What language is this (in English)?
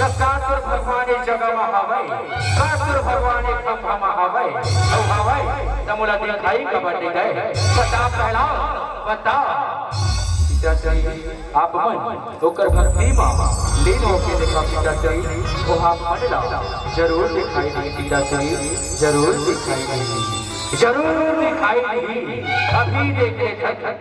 Chhattisgarhi